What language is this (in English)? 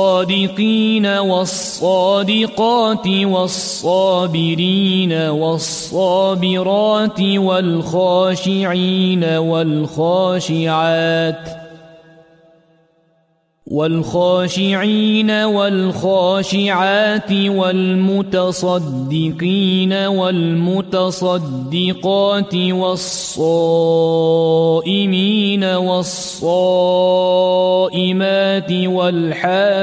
Arabic